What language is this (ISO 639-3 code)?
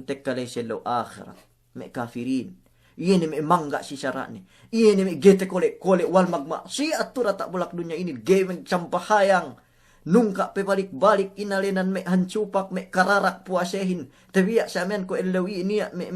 yka